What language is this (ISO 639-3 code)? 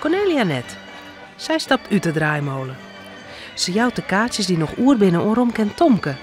fry